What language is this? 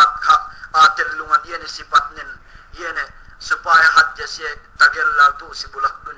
Yakan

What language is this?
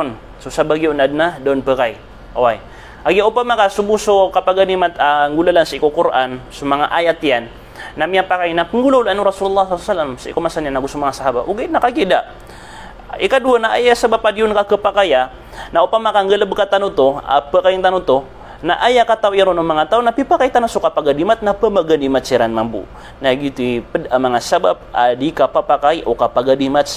Maranao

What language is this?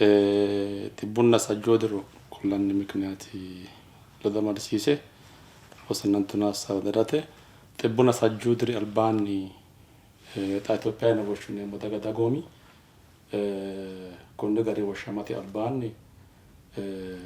Sidamo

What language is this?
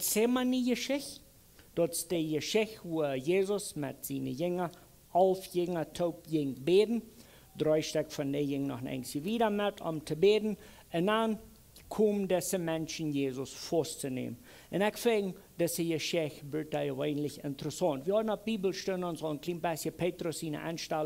Plautdietsch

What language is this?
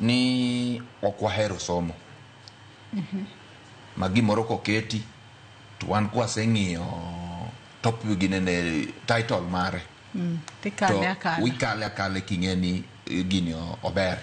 Luo (Kenya and Tanzania)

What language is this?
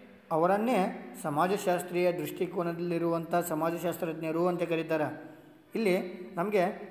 Kannada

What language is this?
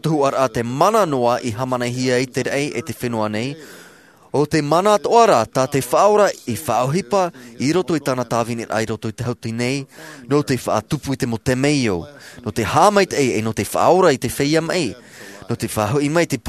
Tahitian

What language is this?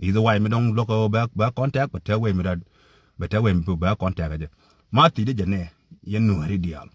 Nuer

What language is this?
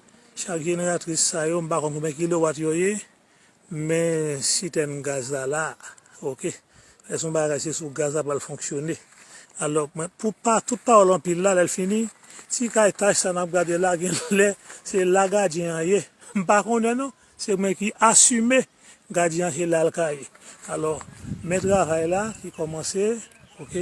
Haitian Creole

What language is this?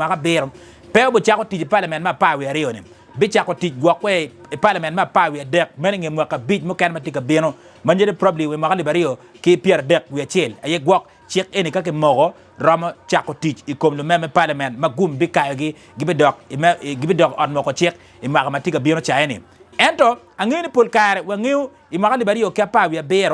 Acoli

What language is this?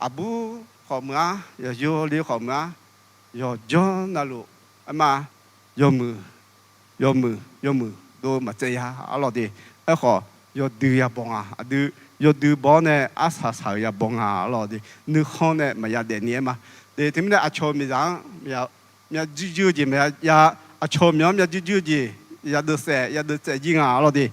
Akha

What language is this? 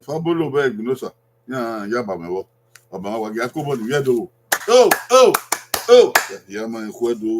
Bini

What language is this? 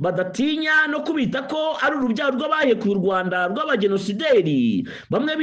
Kinyarwanda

